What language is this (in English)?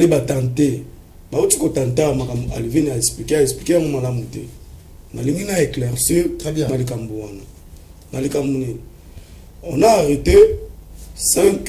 Lingala